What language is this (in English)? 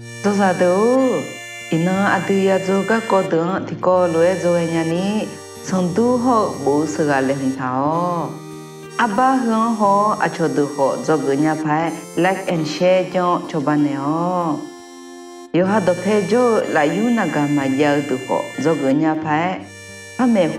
Akha